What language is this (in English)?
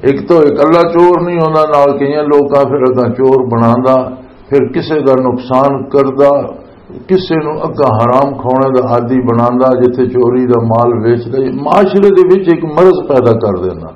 Western Panjabi